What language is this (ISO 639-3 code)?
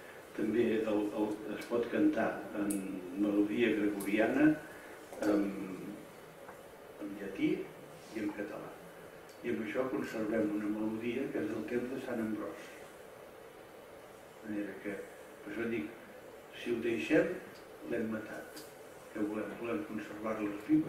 cat